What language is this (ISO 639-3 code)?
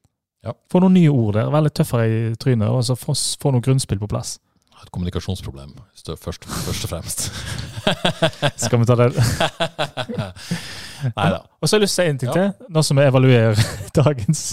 nor